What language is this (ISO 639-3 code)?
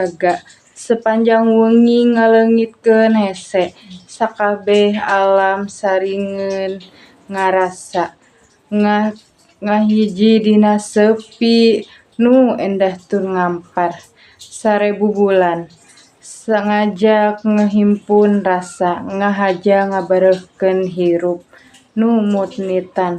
sun